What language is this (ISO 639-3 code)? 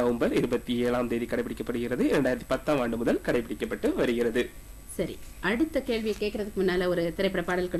tam